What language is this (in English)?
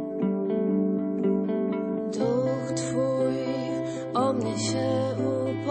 Polish